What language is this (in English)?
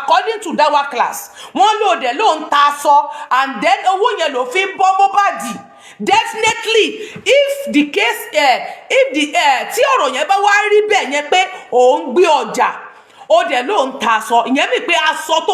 Yoruba